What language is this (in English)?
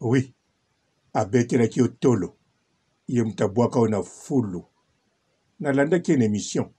Lingala